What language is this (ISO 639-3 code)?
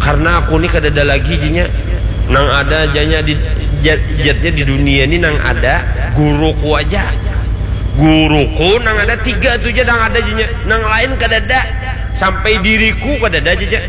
bjn